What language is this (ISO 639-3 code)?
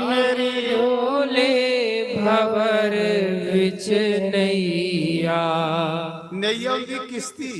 doi